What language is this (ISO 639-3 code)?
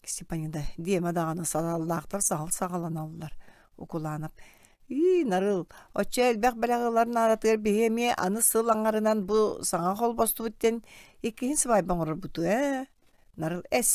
sah